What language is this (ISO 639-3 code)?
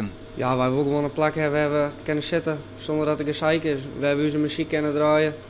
fry